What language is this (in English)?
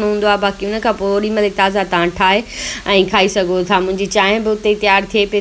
Sindhi